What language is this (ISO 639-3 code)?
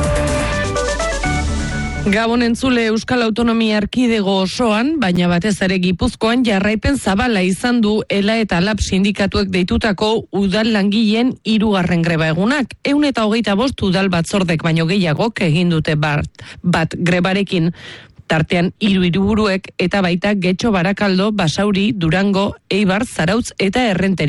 eus